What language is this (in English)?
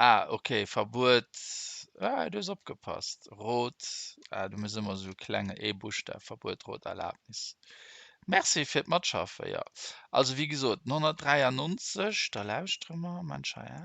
Luxembourgish